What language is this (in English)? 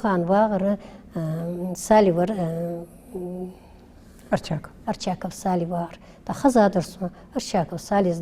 Ingush